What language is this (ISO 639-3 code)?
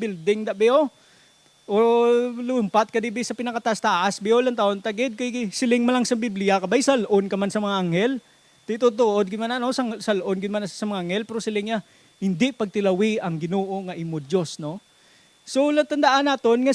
hil